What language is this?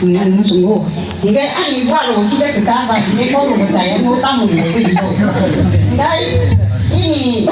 Kok Borok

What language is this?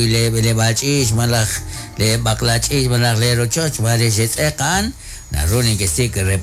Kekchí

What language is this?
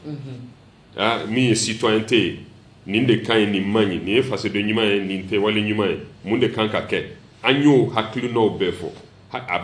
Bambara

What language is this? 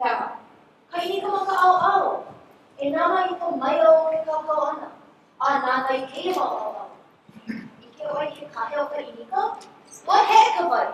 Hawaiian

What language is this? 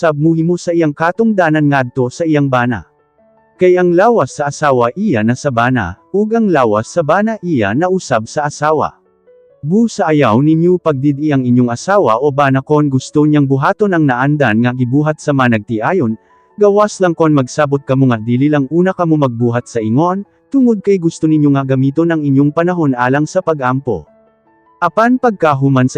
Cebuano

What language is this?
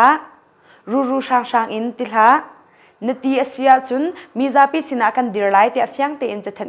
Hakha Chin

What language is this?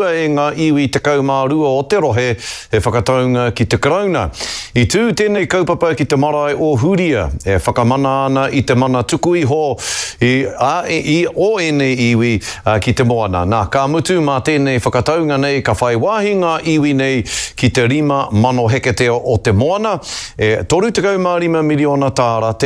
Māori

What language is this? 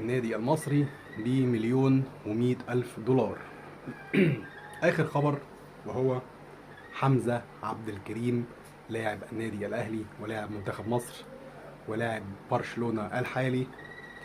Egyptian Arabic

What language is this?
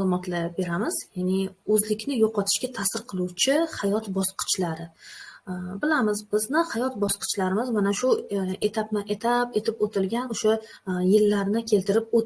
Uzbek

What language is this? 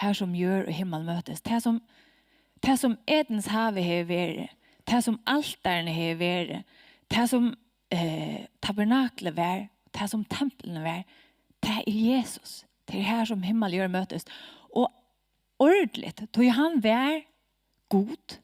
Faroese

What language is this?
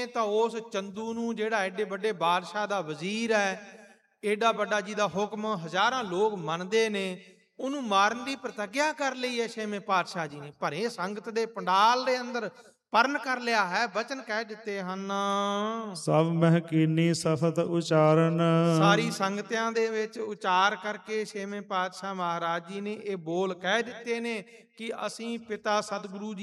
Punjabi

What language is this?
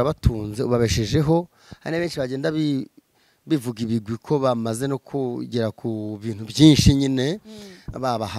Kinyarwanda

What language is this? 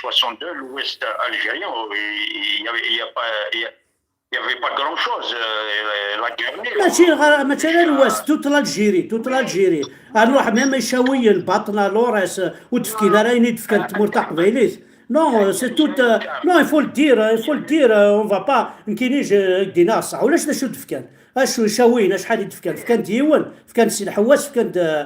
Kabyle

